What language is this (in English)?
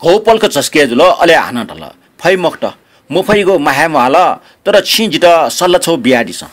Newari